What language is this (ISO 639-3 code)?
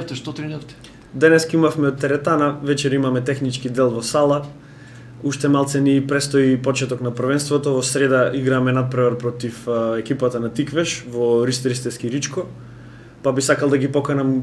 mkd